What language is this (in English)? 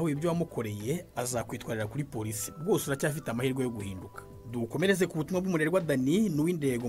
Kinyarwanda